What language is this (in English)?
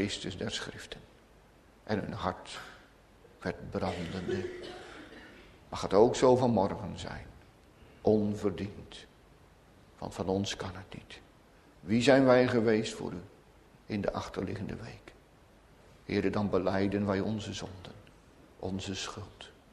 Dutch